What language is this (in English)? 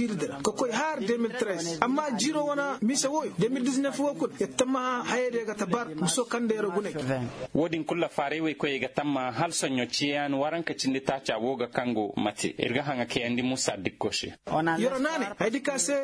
Koyraboro Senni